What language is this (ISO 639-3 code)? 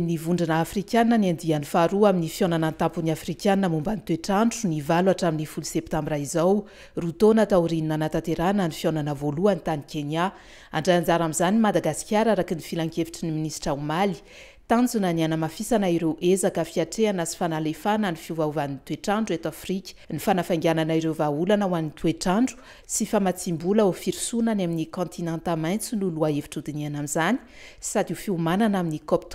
mlg